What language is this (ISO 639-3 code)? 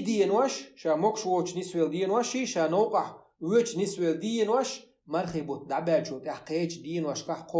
che